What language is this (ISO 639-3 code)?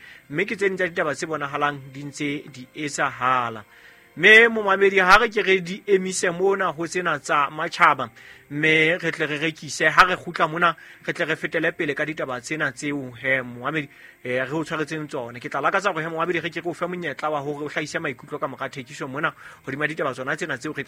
sot